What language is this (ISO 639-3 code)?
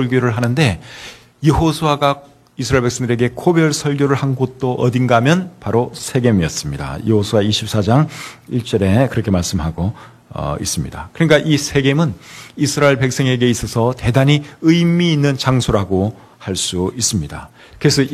kor